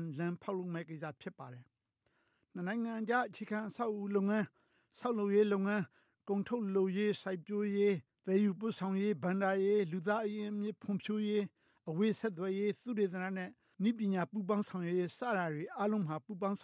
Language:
Burmese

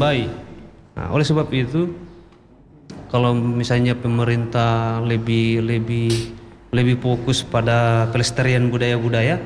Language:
Indonesian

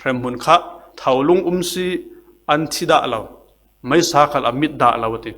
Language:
Falam Chin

